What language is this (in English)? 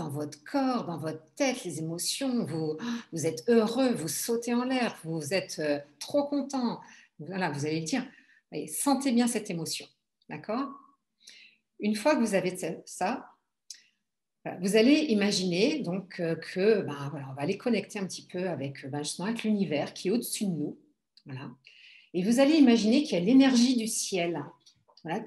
French